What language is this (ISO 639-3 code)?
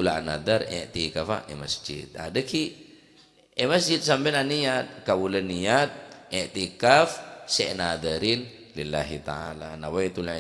mad